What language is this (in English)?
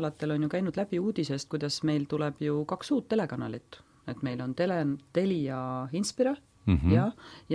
Estonian